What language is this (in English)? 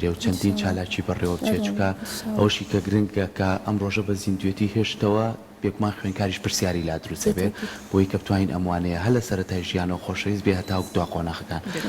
Central Kurdish